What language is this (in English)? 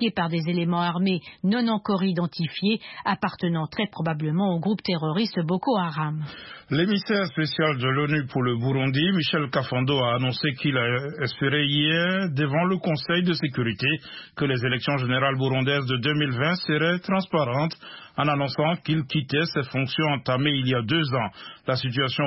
French